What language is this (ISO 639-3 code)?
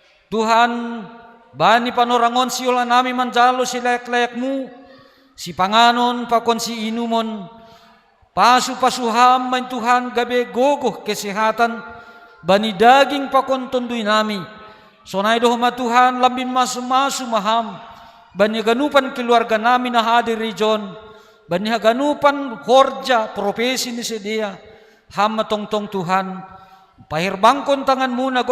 bts